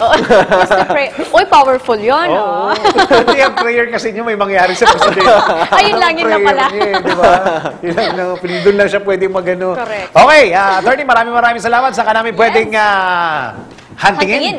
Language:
Filipino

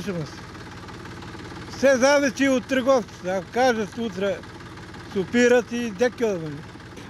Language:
Macedonian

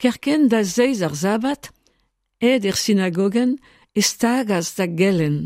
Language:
Breton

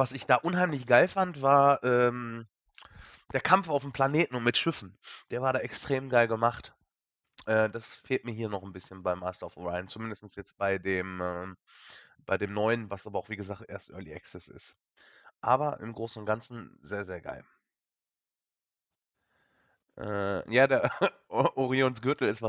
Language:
German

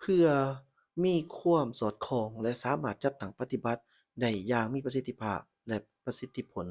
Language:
Lao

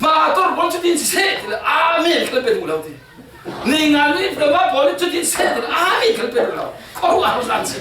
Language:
Falam Chin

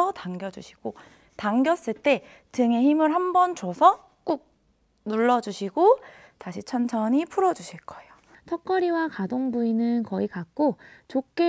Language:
Korean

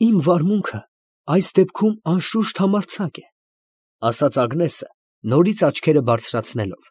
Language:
Armenian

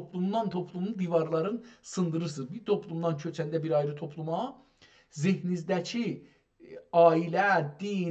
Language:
South Azerbaijani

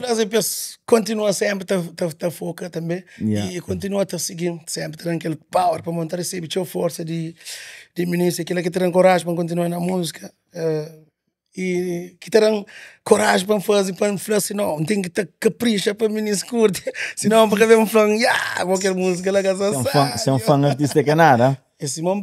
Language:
Kabuverdianu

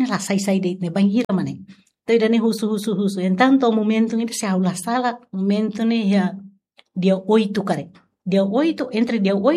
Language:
Tetum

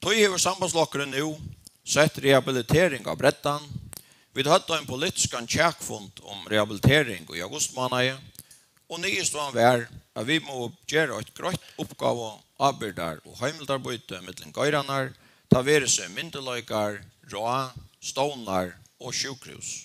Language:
Faroese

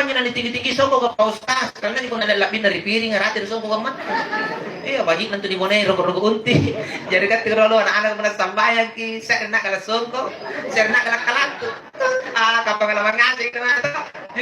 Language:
Makasar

